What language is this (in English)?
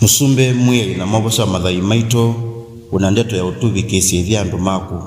Kamba